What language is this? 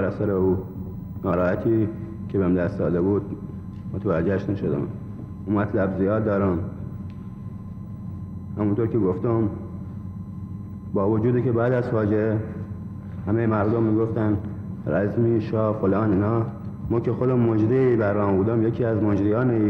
Persian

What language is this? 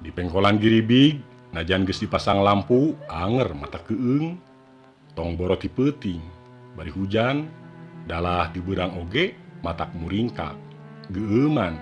Sundanese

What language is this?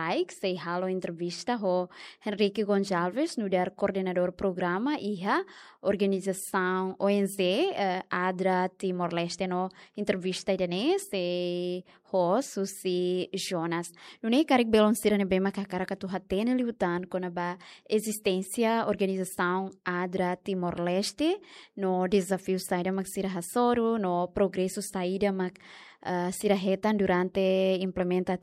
Tetum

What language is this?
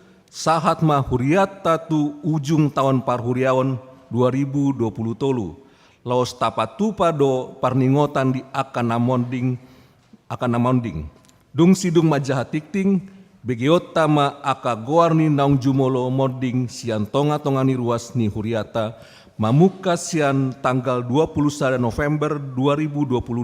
Batak Toba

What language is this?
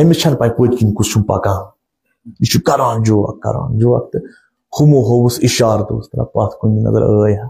Kashmiri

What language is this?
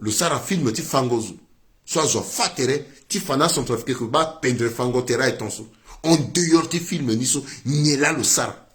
Sango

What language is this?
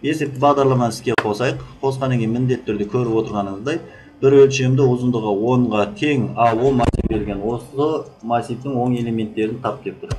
Kazakh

